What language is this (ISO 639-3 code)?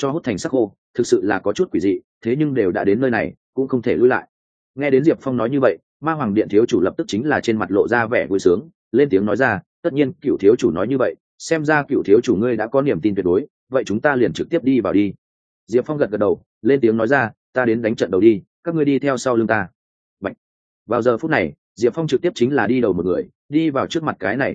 vie